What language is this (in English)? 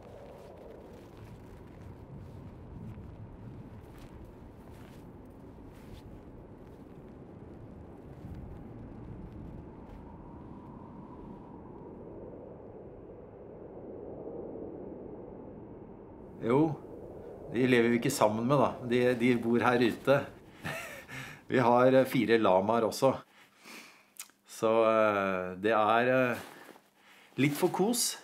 Norwegian